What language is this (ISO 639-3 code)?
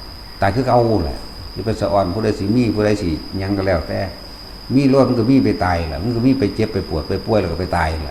tts